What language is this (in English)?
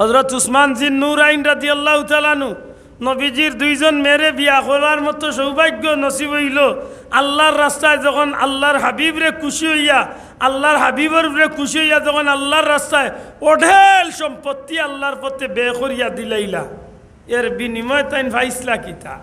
Sylheti